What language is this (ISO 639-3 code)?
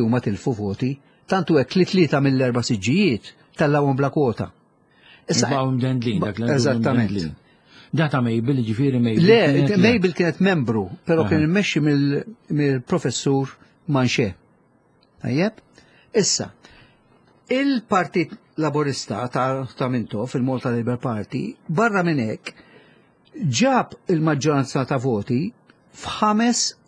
mlt